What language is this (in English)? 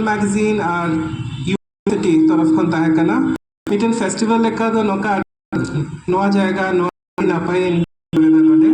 Santali